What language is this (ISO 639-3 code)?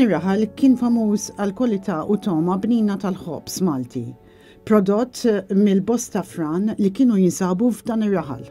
mlt